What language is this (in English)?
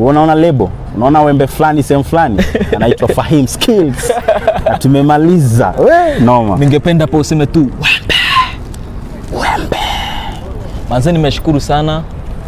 Swahili